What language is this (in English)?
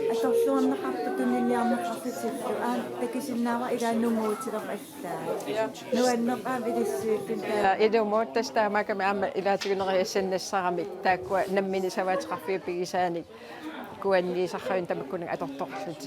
Kalaallisut